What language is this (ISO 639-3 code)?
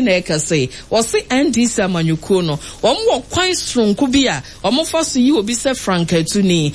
aka